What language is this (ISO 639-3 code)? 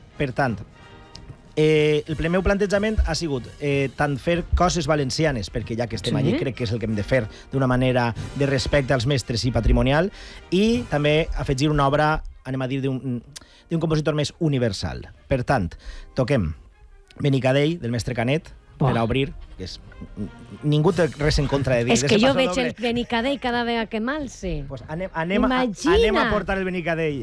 cat